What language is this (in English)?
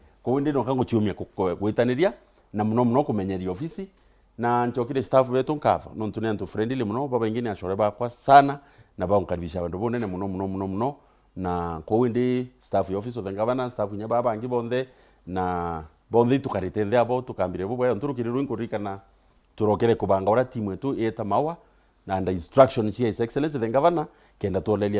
Meru